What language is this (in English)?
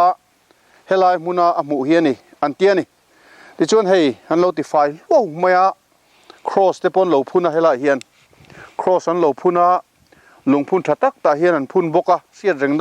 Mizo